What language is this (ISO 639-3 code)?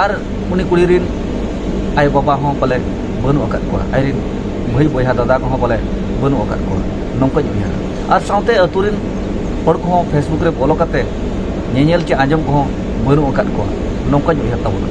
sat